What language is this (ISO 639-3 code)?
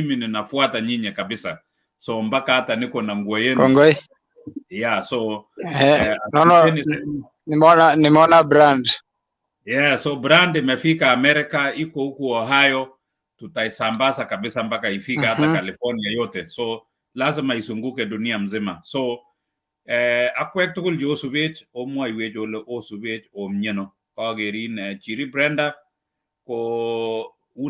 kln